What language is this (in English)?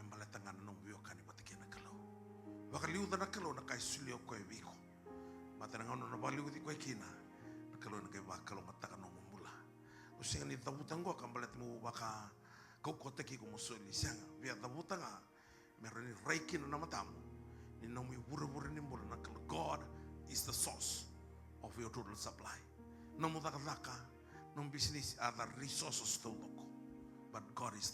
Fijian